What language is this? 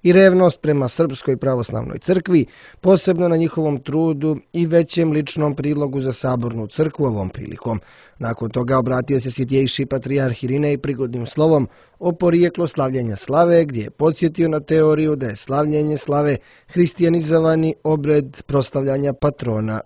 Serbian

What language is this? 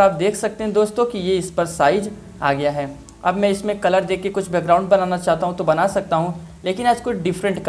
Hindi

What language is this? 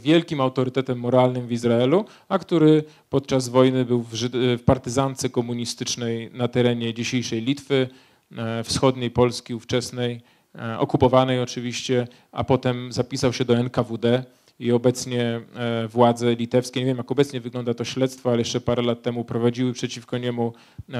Polish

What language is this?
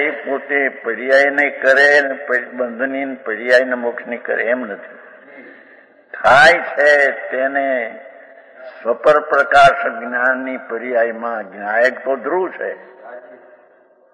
Gujarati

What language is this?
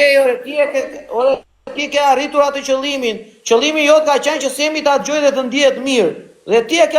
Albanian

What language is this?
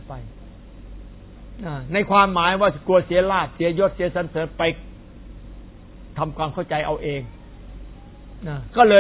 Thai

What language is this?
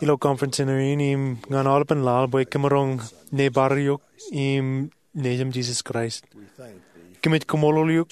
Marshallese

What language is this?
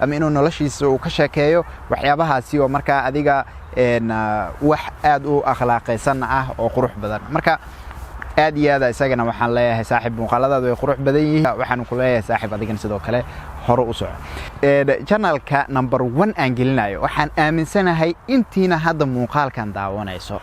Somali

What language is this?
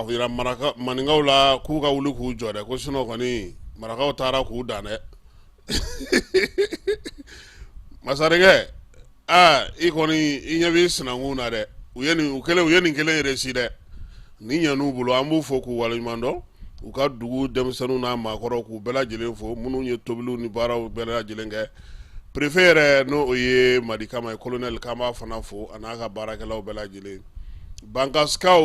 Bambara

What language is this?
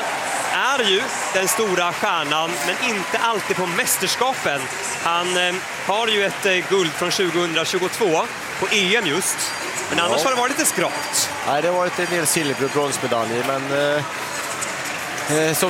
Swedish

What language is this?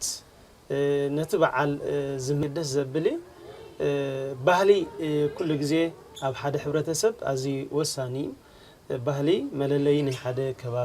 Tigrinya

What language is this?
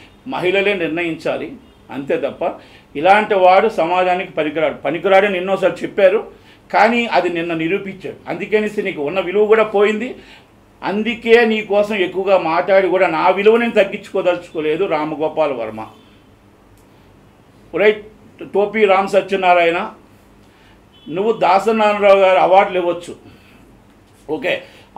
Telugu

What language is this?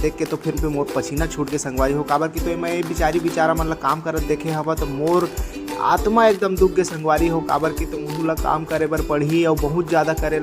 Chhattisgarhi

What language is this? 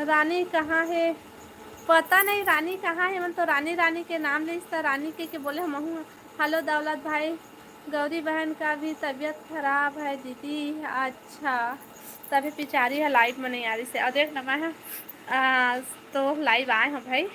Chhattisgarhi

